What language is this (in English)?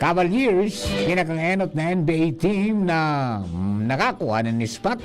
Bikol